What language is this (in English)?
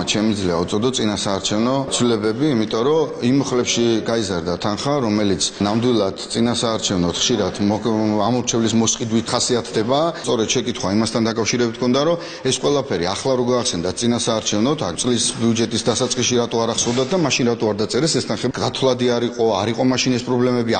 Georgian